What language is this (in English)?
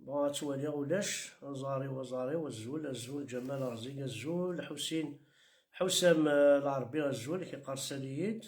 Kabyle